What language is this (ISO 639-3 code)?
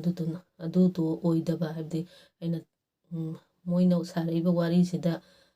mni